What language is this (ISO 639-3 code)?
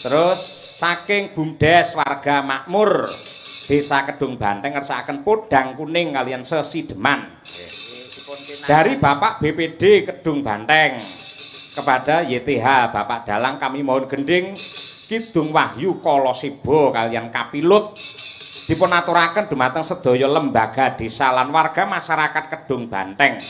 jav